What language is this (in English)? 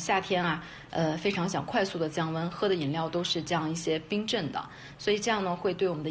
Chinese